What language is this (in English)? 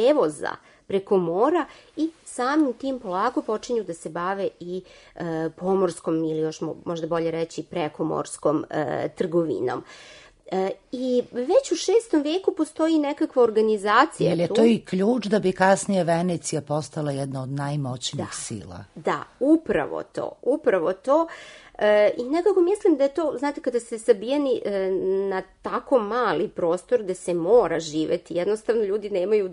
Serbian